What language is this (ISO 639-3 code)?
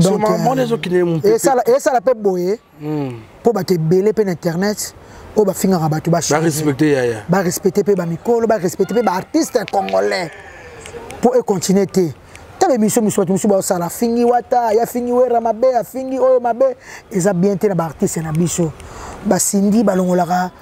lin